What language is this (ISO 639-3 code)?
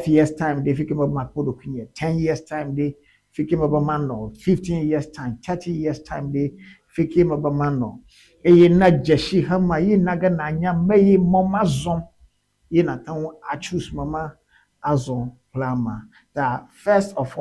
ewe